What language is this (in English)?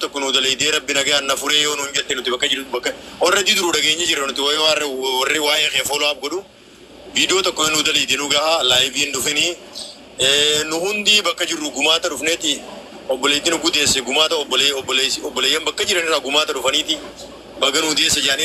Oromo